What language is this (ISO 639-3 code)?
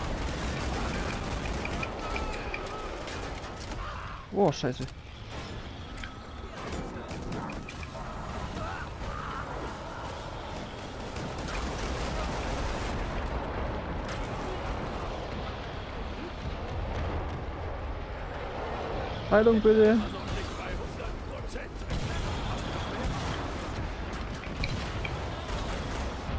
deu